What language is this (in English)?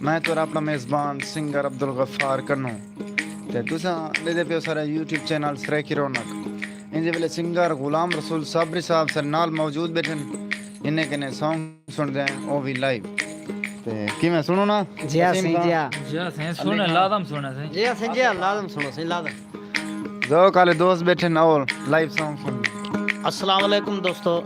Saraiki